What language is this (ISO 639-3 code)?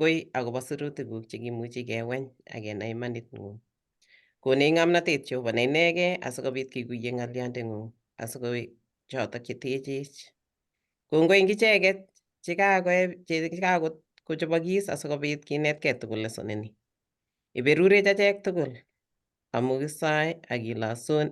kln